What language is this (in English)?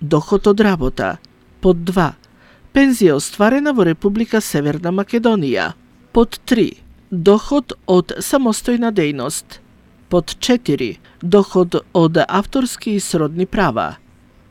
Macedonian